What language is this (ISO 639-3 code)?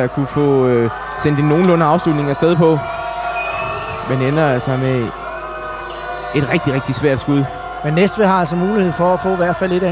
dan